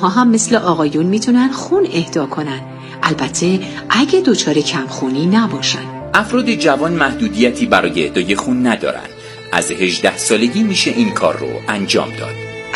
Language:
Persian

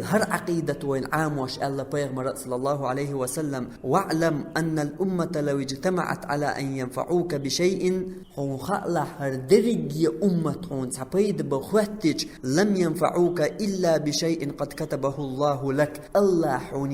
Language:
Chechen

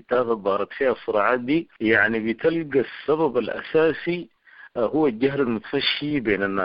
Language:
Sudanese Arabic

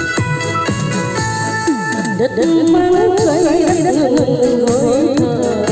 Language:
Vietnamese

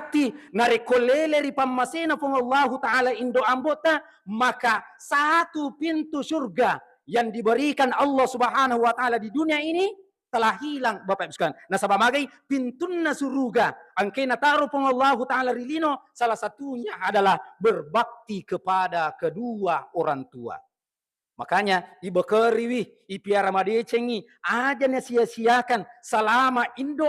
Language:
Buginese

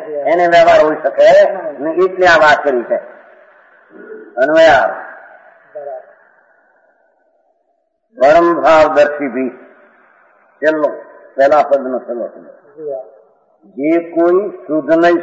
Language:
Gujarati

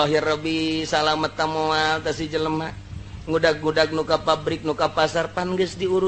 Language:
Sundanese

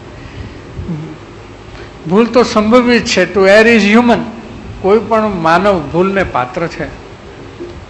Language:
Gujarati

